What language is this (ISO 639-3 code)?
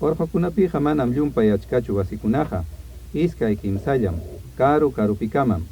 quy